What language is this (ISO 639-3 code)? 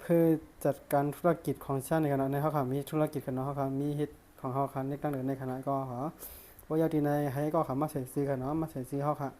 shn